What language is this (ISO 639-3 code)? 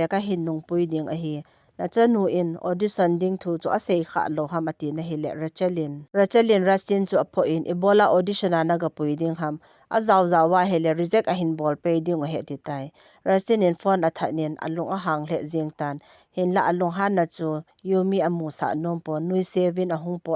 tcz